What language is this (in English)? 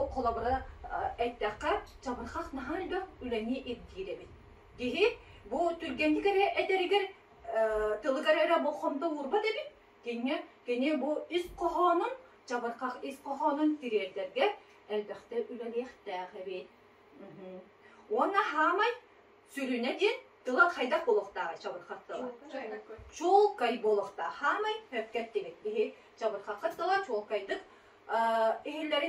Yakut